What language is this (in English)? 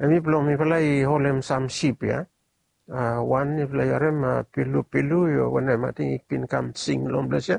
Bislama